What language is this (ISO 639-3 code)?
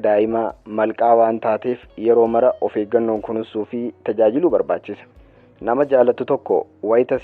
orm